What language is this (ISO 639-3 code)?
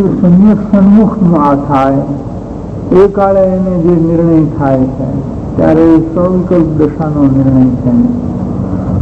guj